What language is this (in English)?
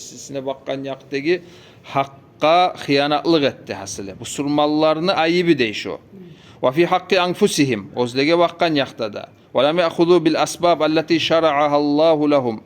Kumyk